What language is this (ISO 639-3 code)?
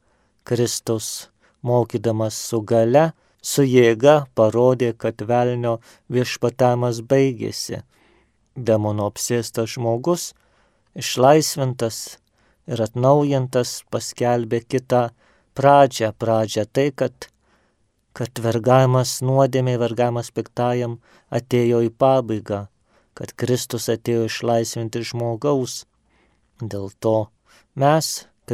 lit